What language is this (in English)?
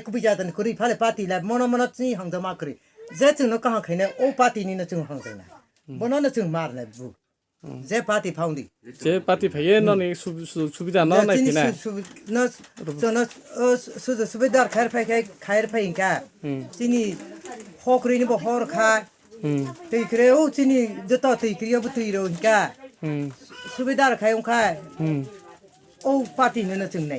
Kok Borok